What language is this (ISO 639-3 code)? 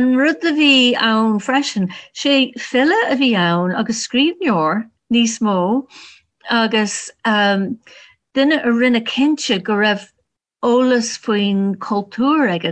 gle